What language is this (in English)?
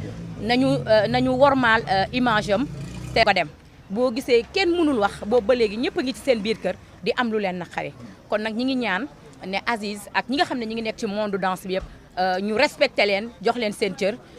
Wolof